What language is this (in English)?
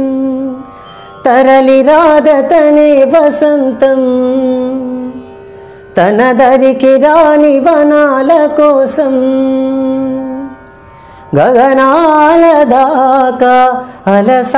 Telugu